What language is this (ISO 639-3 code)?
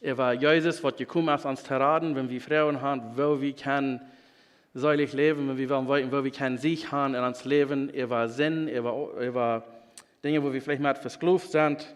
pdt